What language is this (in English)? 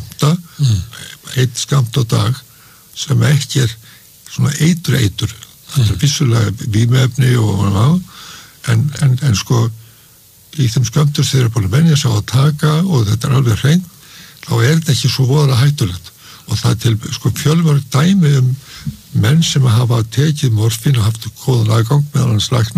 Icelandic